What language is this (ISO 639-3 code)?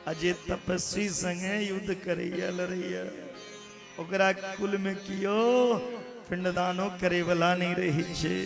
mai